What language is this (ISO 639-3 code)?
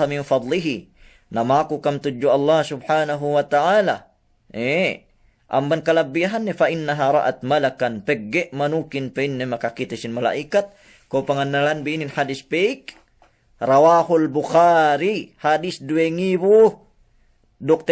yka